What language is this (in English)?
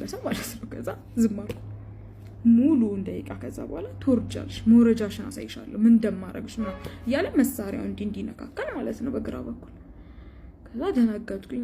Amharic